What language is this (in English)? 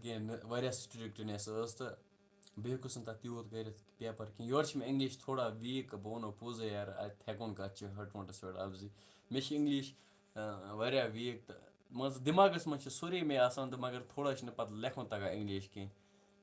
Kashmiri